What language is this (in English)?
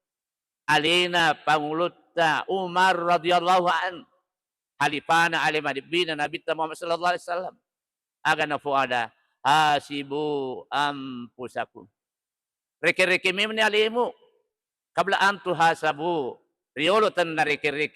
Buginese